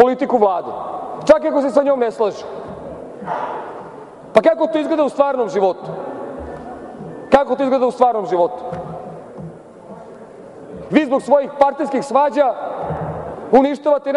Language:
Serbian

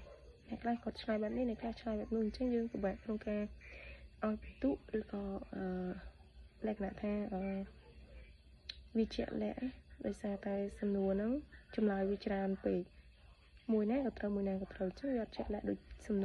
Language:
Khmer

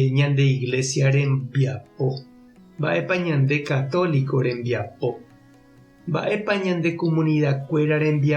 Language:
Guarani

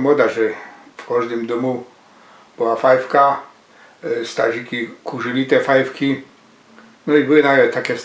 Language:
Silesian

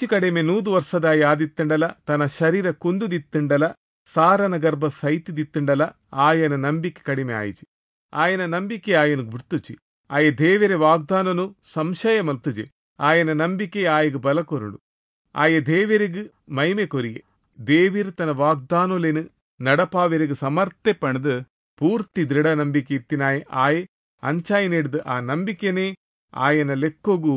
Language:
Tulu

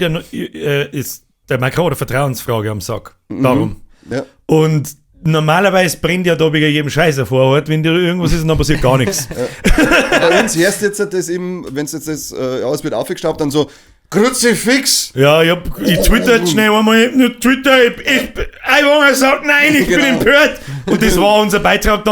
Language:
Bavarian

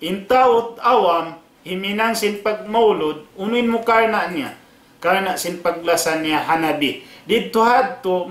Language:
Tausug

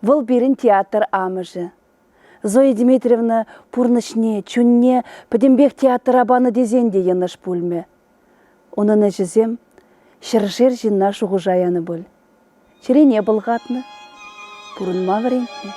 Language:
Chuvash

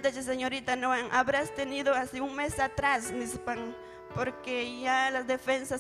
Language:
Ayacucho Quechua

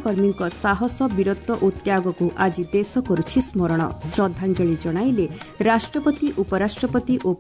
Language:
Odia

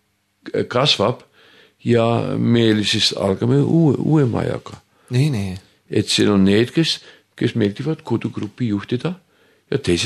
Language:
Estonian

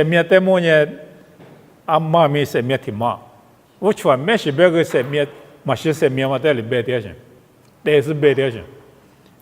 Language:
Lisu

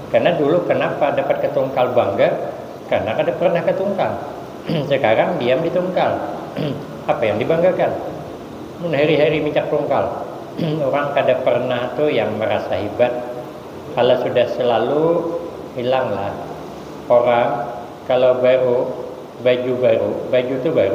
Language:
Banjar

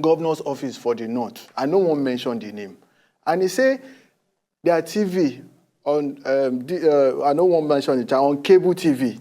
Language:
Nigerian Pidgin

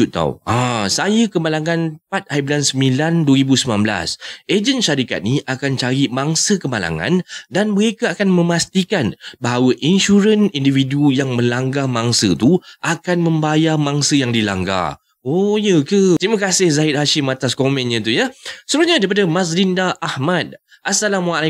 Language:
Malay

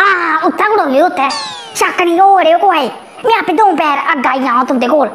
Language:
Dogri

